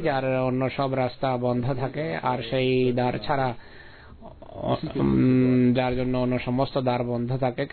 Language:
Bangla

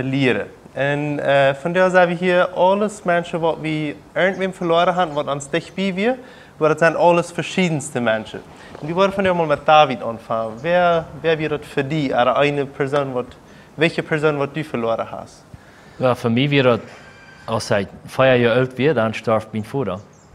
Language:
Plautdietsch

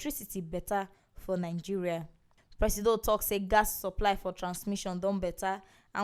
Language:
Nigerian Pidgin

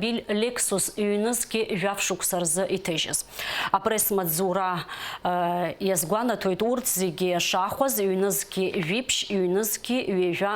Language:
Abkhazian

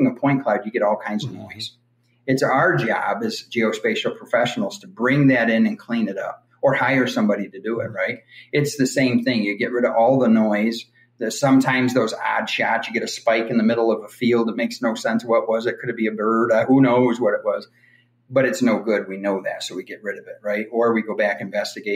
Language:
English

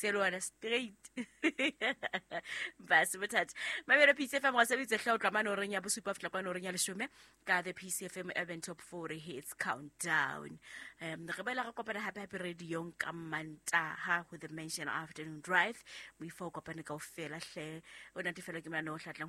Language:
Southern Sotho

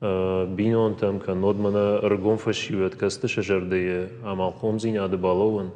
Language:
Ossetic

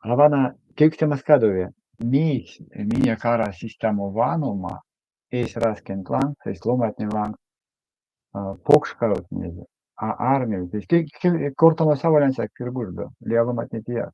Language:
Erzya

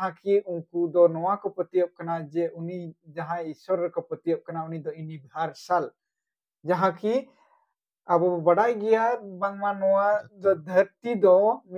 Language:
Santali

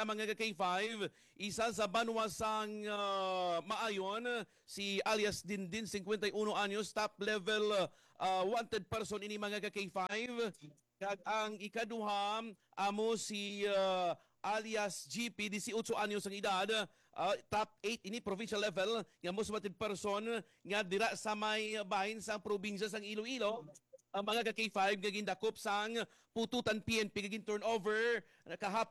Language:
Hiligaynon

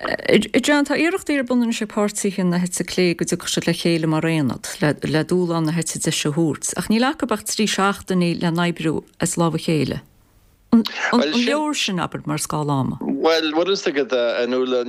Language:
Irish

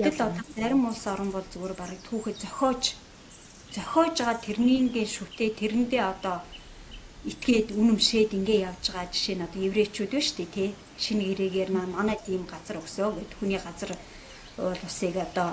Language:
Mongolian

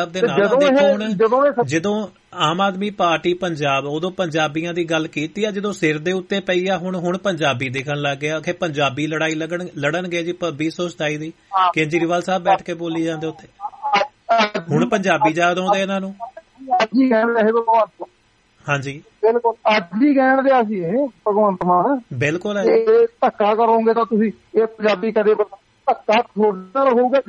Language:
Punjabi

